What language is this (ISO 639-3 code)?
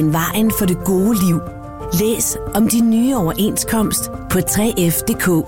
dan